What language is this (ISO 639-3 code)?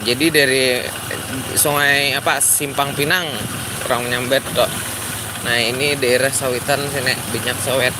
bjn